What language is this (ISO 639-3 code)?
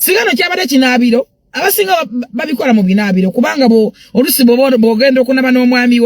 lug